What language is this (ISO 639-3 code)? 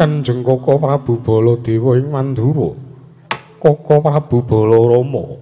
jav